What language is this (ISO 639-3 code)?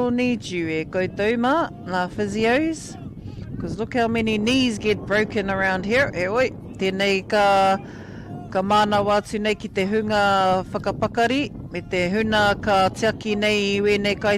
mri